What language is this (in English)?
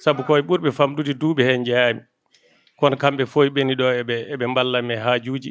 Fula